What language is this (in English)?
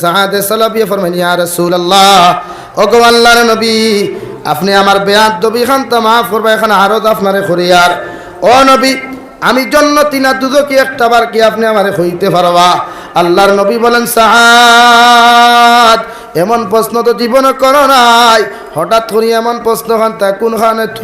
Sylheti